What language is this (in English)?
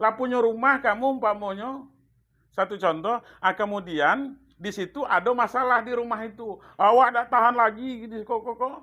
Minangkabau